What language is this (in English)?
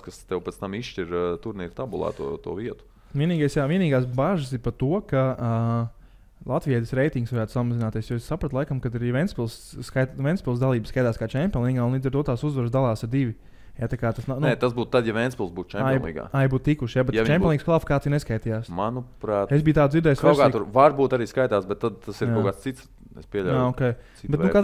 Latvian